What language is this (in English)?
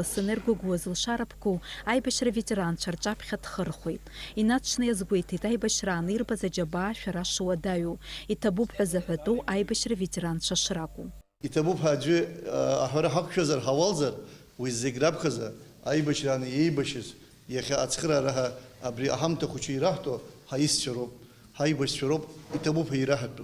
Abkhazian